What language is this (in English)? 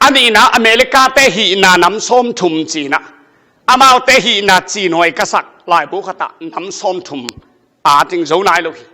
Tedim Chin